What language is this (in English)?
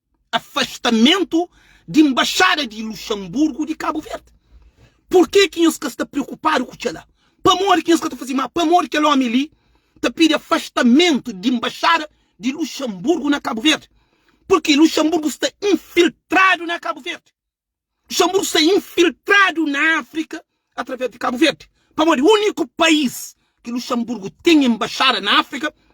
Kabuverdianu